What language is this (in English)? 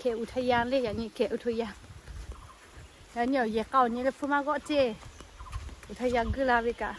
Lahu